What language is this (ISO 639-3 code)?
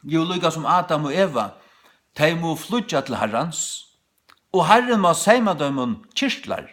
fao